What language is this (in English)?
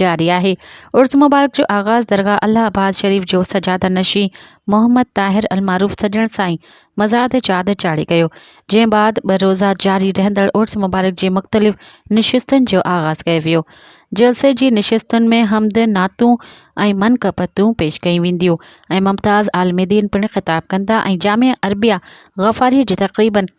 Sindhi